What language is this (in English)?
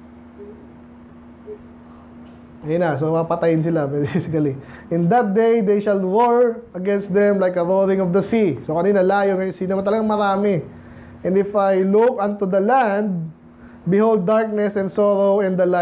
Filipino